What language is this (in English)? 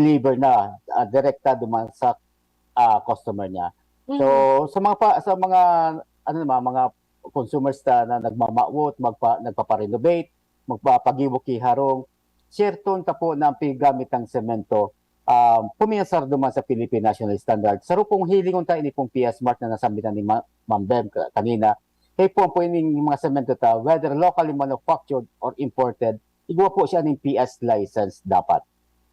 Bikol